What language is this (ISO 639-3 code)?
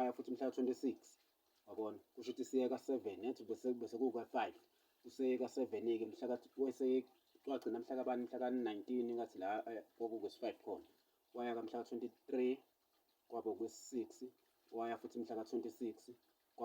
zul